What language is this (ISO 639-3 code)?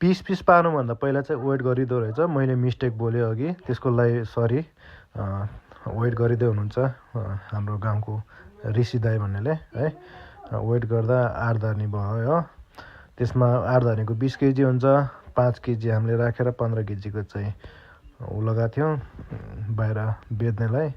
nep